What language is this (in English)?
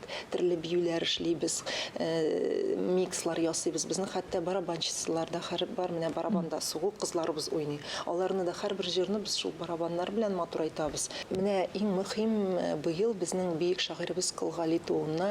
Tatar